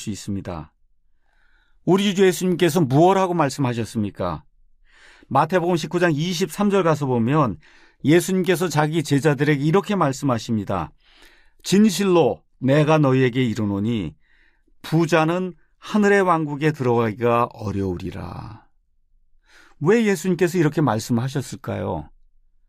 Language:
Korean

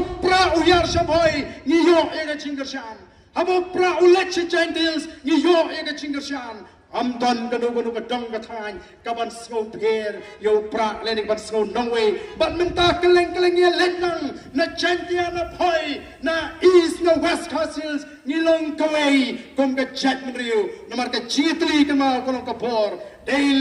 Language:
Khasi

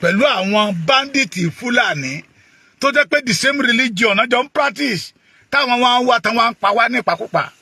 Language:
Yoruba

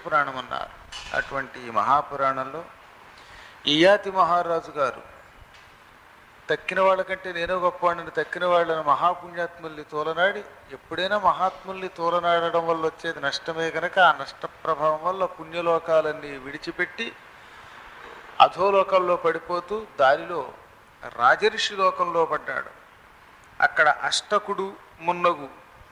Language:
Telugu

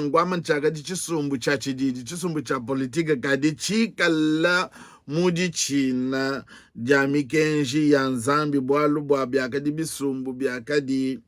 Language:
Luba-Lulua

